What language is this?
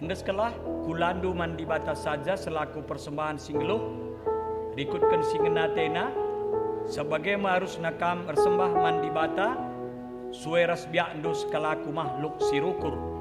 Batak Karo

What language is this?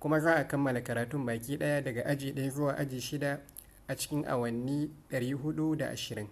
Hausa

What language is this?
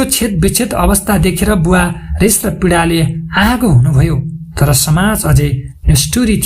Nepali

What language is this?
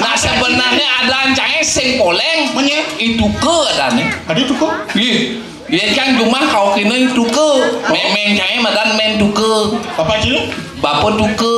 Balinese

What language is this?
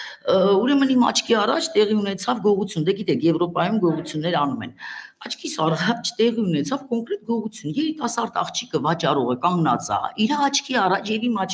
Armenian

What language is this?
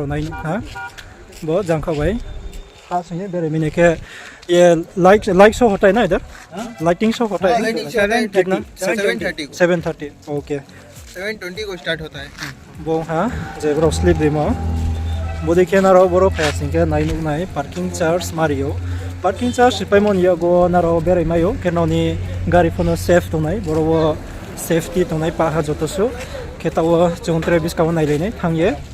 Riang (India)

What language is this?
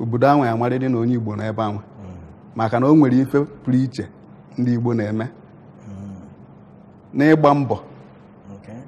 Igbo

